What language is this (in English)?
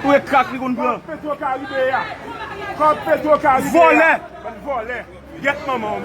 Haitian Creole